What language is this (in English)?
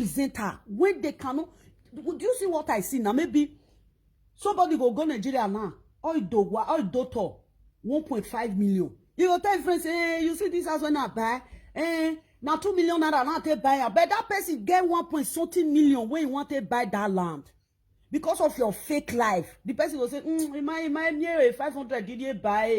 Nigerian Pidgin